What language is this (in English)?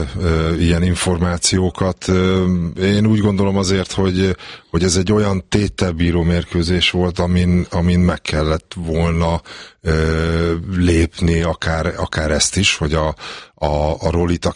Hungarian